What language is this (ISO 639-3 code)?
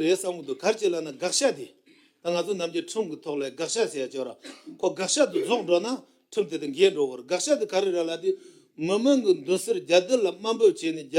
bod